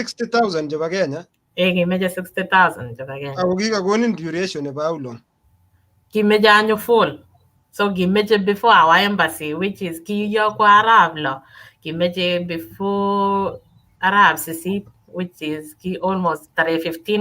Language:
Kalenjin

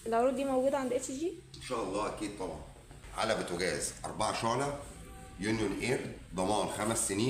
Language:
Egyptian Arabic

